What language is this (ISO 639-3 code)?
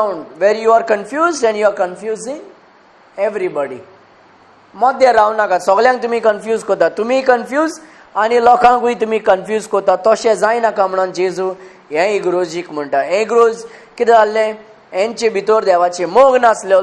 kok